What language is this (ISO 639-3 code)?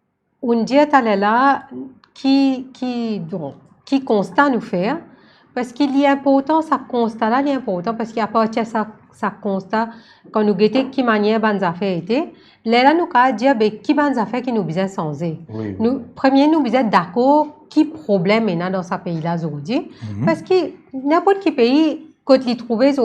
mfe